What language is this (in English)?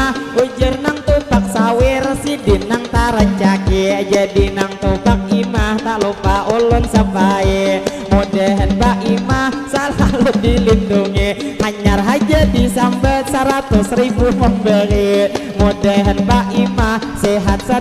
Banjar